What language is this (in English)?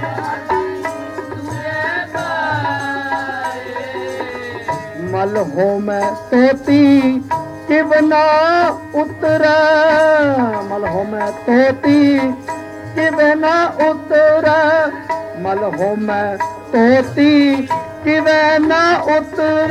Punjabi